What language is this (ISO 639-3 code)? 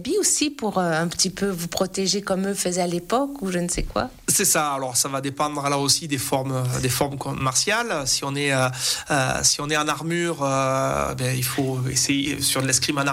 fra